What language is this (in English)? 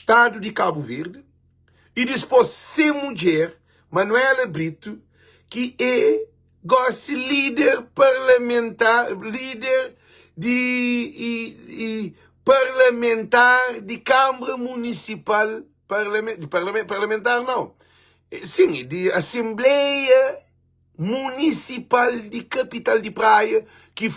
Kabuverdianu